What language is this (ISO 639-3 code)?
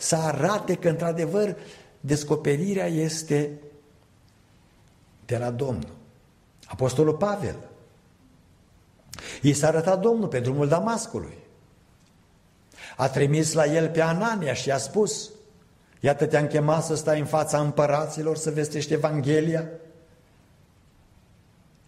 ron